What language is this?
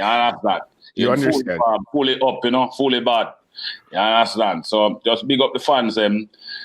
Jamaican Creole English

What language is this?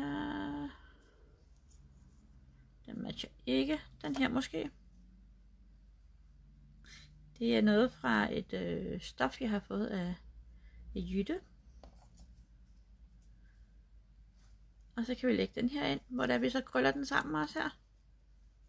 Danish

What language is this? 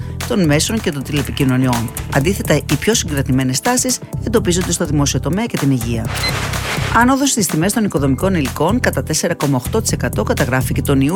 Greek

